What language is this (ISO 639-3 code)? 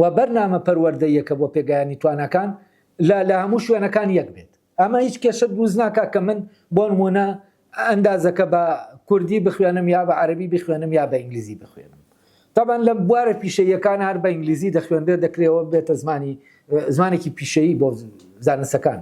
ckb